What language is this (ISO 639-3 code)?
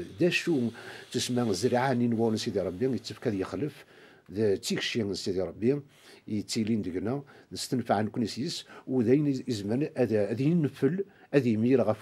kab